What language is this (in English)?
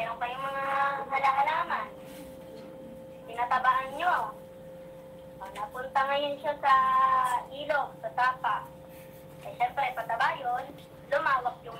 Filipino